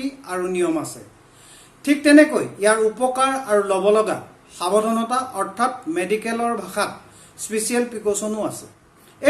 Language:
Assamese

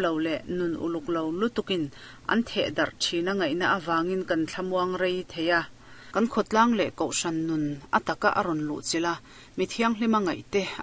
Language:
Mizo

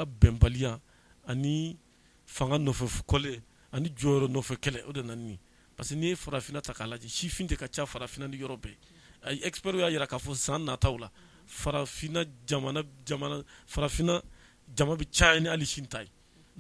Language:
Bambara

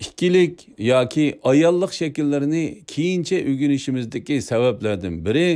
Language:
Uyghur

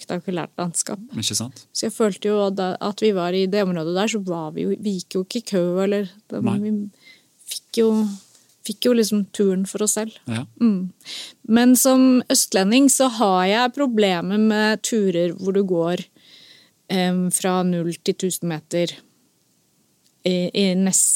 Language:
Norwegian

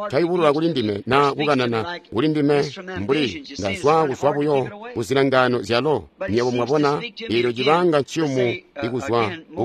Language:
Tonga (Zambia)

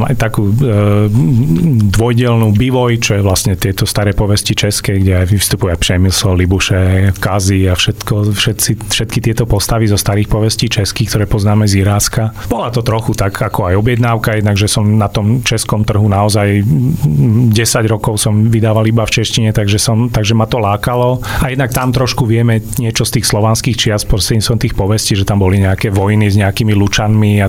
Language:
Slovak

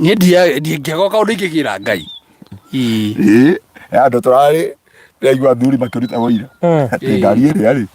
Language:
Kikuyu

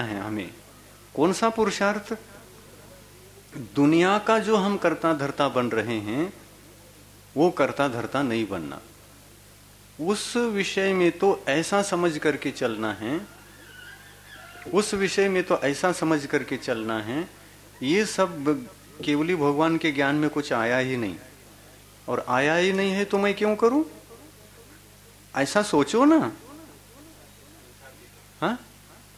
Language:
Hindi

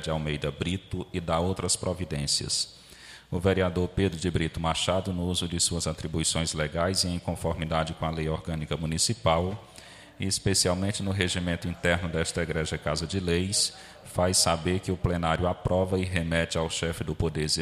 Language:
Portuguese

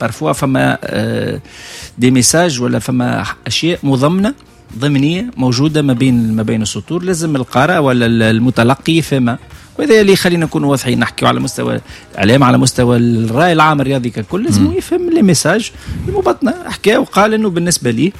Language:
Tunisian Arabic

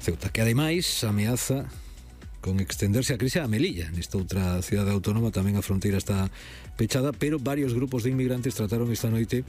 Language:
Galician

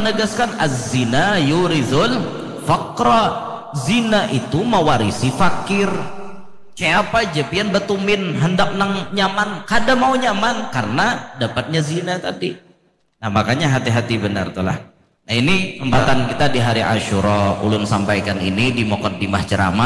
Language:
Banjar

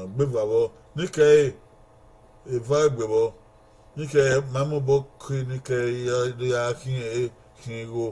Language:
Bini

